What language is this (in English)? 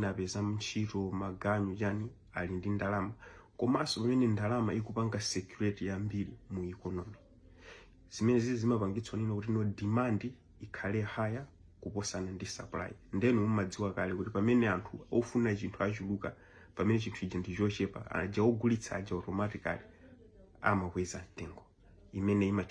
Nyanja